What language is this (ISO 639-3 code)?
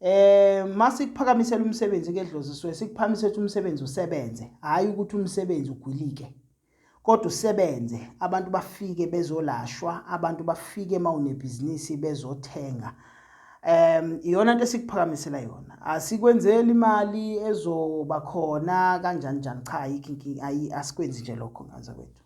zul